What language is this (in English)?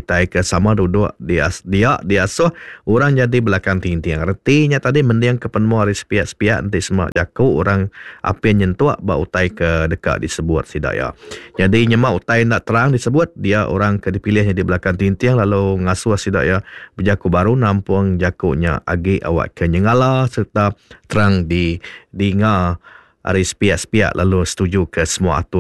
Iban